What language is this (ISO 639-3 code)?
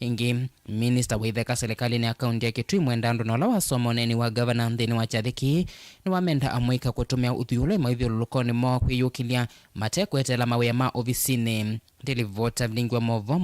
kam